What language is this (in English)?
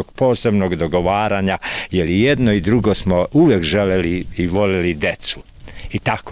Serbian